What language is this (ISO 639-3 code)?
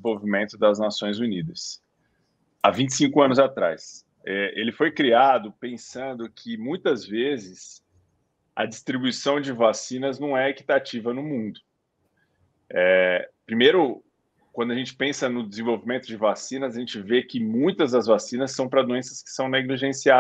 por